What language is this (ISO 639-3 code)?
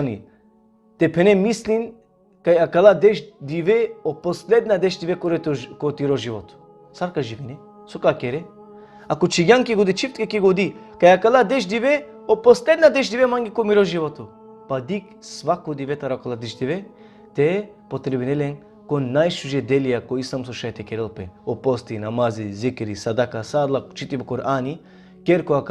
rmn